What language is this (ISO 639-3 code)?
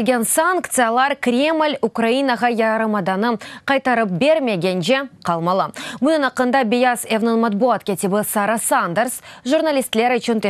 crh